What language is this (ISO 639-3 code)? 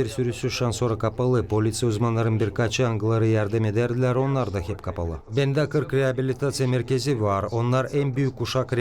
gag